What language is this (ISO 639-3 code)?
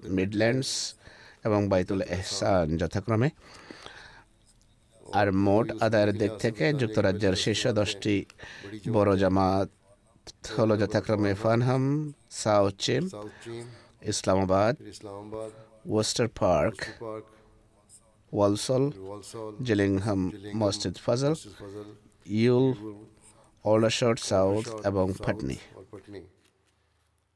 ben